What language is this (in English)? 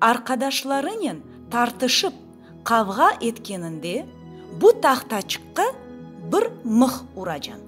Crimean Tatar